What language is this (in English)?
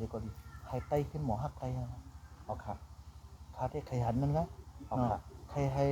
Shan